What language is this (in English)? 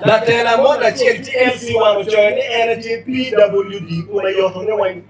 Acoli